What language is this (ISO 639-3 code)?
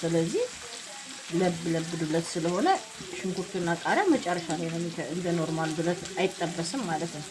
amh